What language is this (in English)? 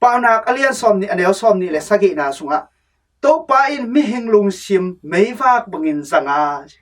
Tedim Chin